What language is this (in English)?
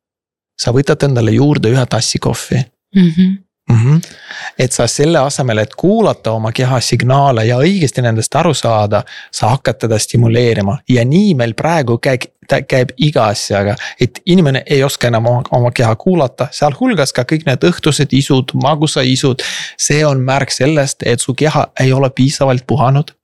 Estonian